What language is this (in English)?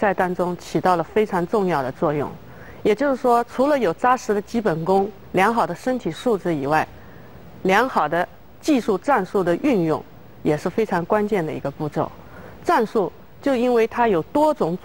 Chinese